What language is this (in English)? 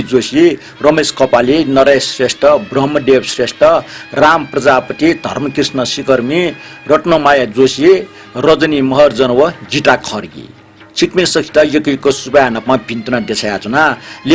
Newari